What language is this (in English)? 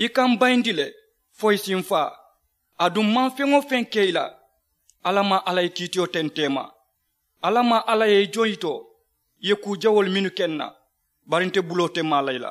Mandingo